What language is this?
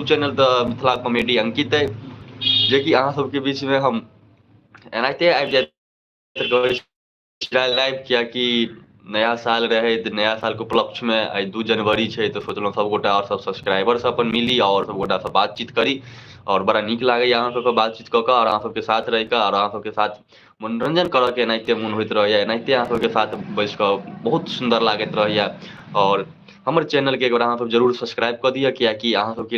Maithili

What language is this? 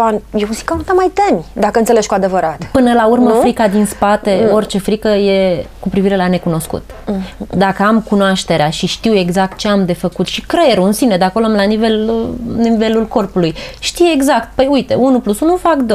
Romanian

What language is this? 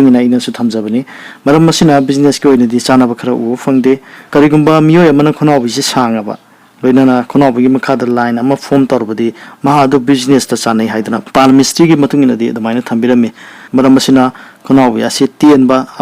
Manipuri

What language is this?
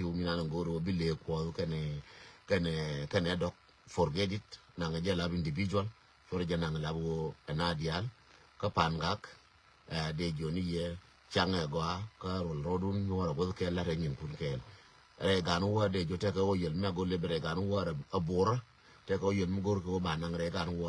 Nuer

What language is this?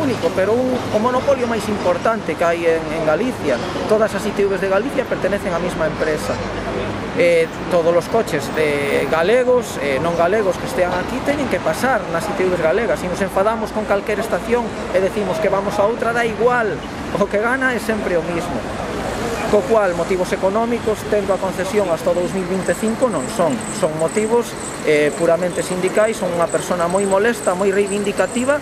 Galician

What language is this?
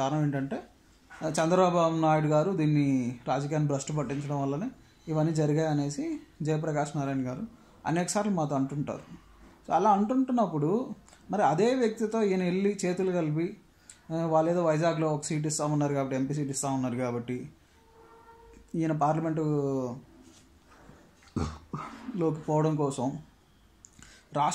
Telugu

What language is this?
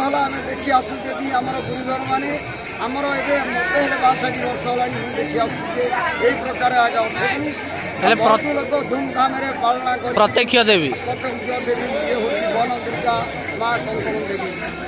Odia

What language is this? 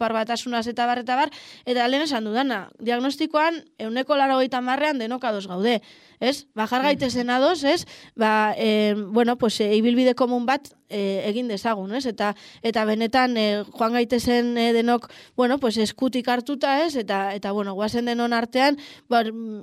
Basque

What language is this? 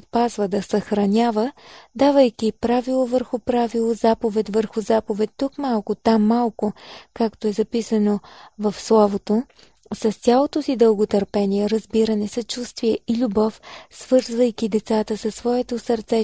Bulgarian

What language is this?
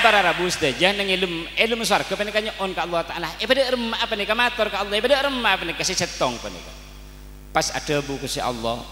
Madurese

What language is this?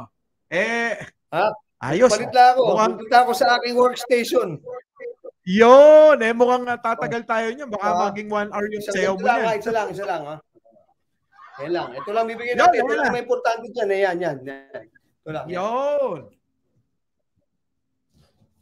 Filipino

